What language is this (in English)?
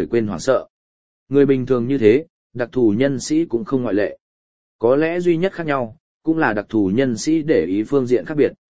Vietnamese